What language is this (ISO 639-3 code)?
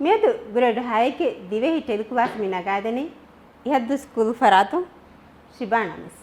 div